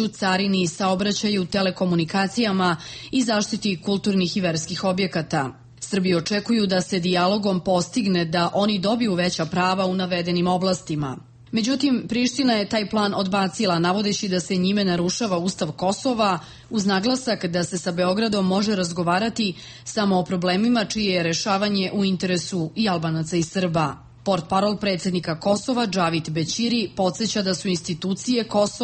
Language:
Serbian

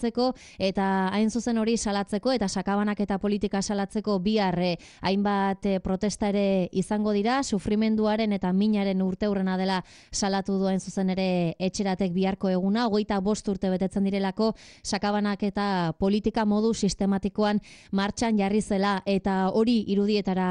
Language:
Basque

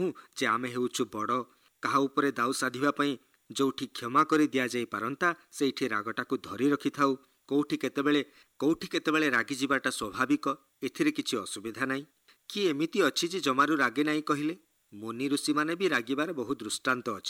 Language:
Odia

